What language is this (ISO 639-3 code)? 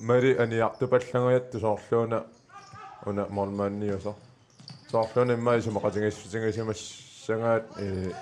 kal